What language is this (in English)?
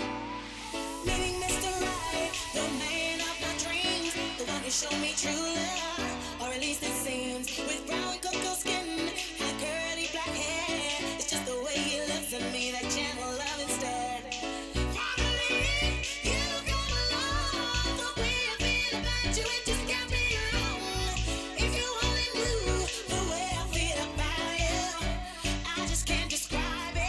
English